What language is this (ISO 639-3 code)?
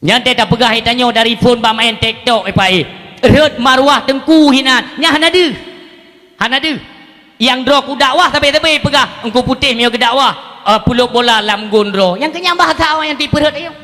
ace